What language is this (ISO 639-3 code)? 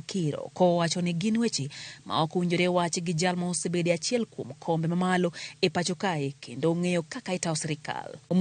luo